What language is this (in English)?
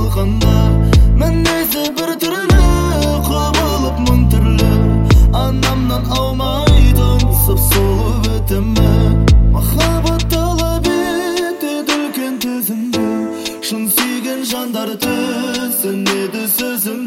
Kazakh